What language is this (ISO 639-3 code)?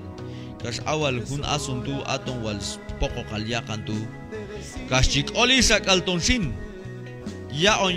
kjb